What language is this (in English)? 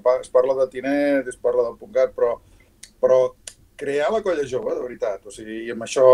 Catalan